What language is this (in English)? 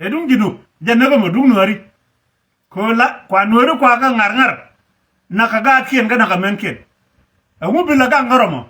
Nuer